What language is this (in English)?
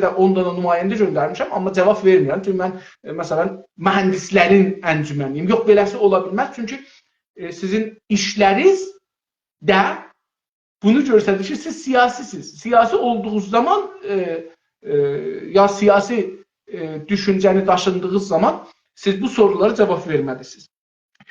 South Azerbaijani